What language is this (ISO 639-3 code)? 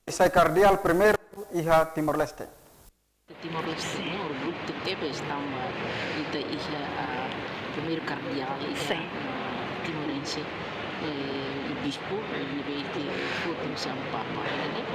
tet